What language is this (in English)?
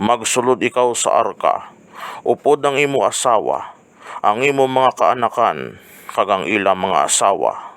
Hiligaynon